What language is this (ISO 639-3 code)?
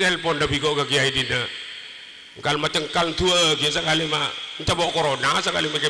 mad